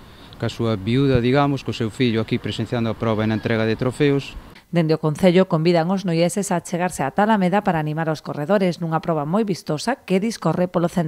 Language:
Galician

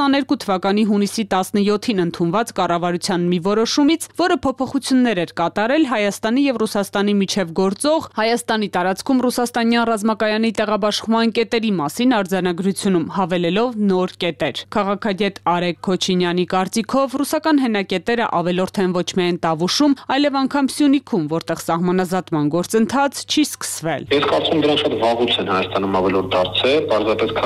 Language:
Armenian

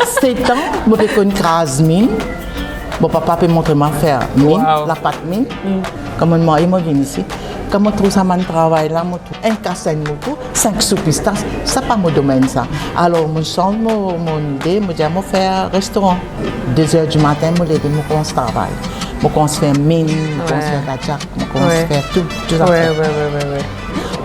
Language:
Morisyen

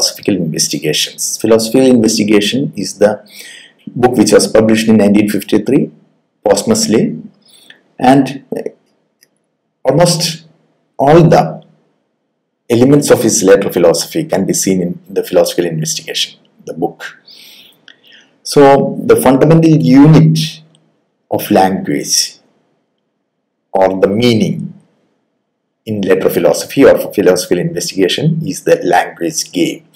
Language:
English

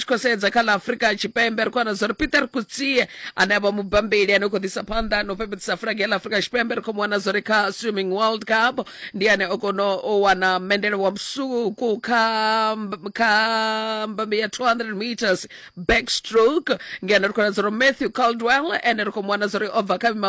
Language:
Venda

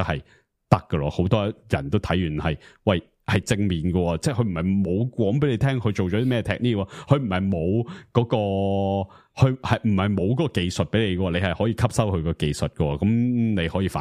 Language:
Cantonese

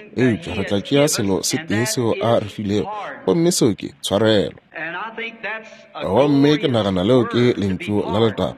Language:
Northern Sotho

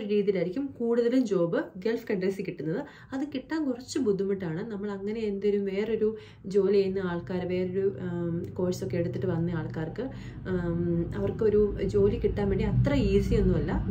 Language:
Malayalam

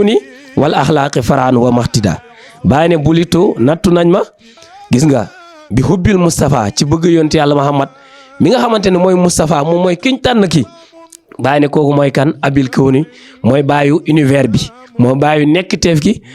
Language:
Wolof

